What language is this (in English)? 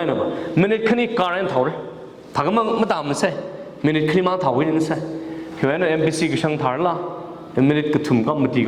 Tangkhul Naga (India)